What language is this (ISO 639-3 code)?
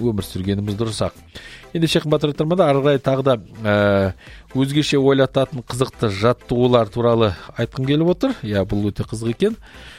kaz